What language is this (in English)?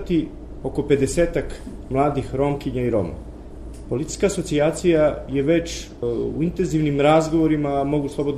Serbian